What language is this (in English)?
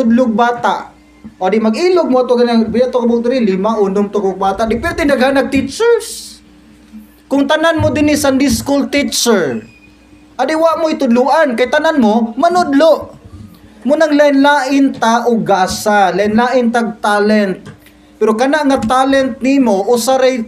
Cebuano